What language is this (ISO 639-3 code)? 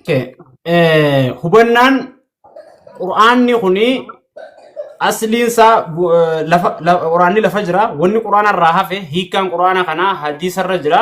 orm